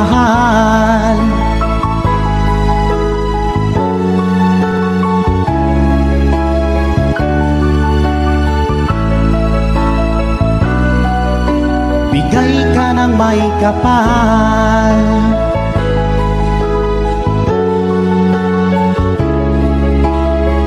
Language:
Filipino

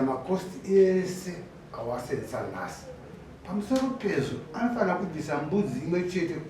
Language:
Shona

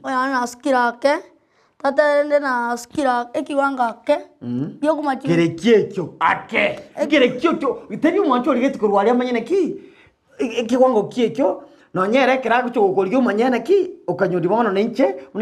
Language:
Gusii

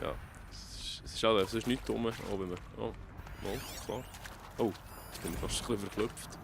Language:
Swiss German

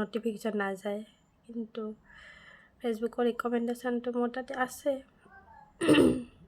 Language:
Assamese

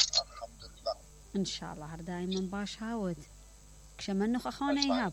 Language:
Mesopotamian Arabic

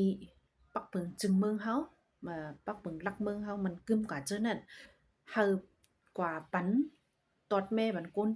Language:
Shan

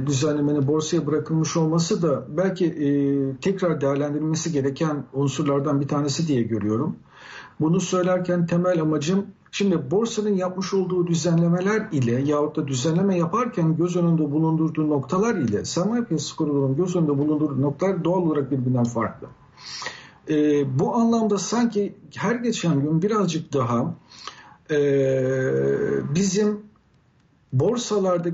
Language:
Turkish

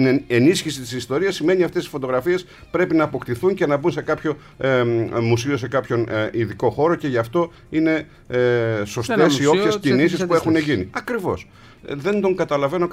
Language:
Greek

